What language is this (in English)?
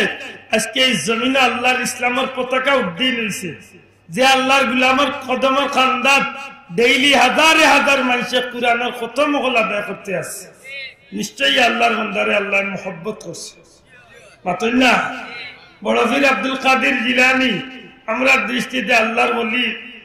Sylheti